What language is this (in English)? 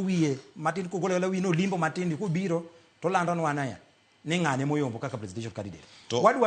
Luo (Kenya and Tanzania)